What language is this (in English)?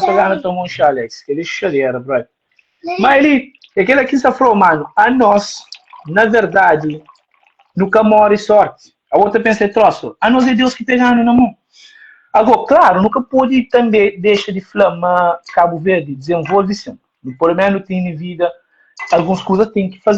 Kabuverdianu